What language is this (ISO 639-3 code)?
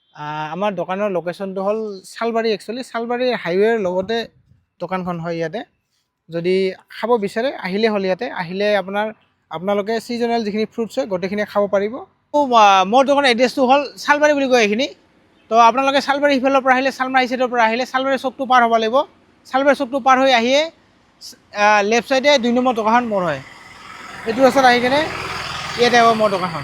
asm